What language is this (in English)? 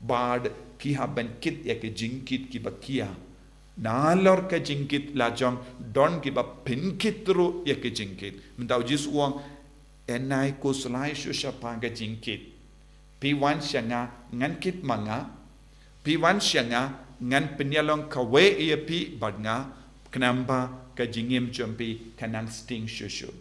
Khasi